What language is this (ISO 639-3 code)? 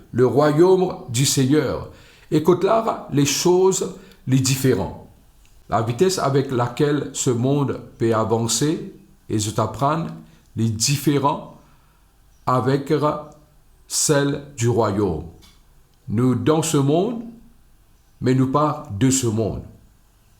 mfe